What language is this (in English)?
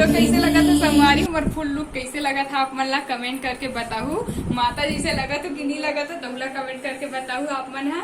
Chhattisgarhi